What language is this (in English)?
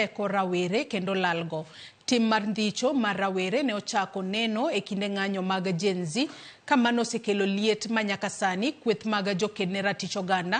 Luo (Kenya and Tanzania)